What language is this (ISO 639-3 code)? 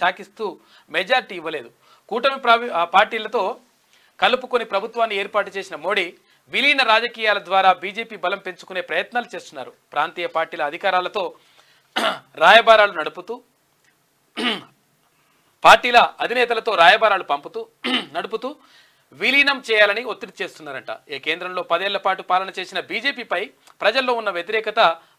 tel